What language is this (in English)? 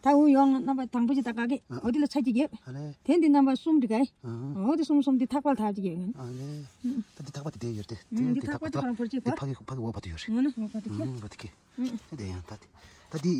Tibetan